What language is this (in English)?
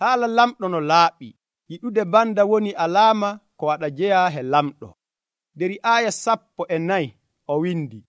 Nigerian Fulfulde